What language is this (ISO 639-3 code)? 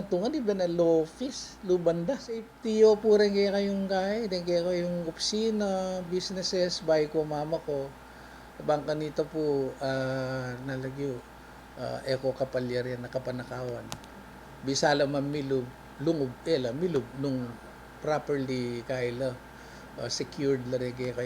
pam